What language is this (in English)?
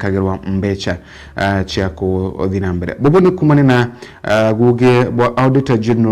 Meru